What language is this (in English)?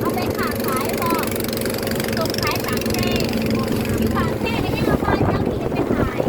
Lao